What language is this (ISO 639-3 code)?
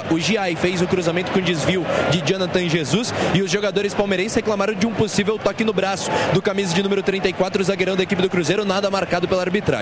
por